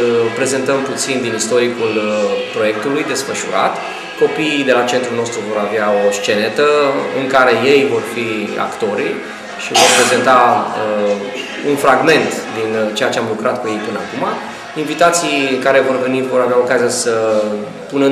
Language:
Romanian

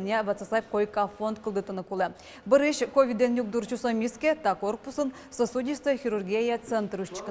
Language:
Udmurt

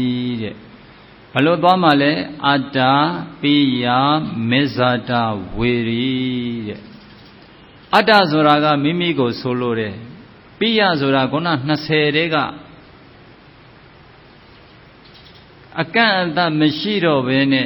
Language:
Burmese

